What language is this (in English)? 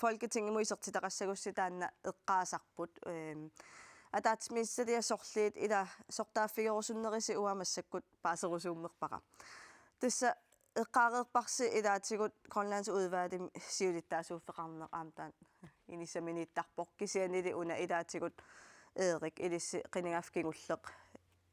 Kalaallisut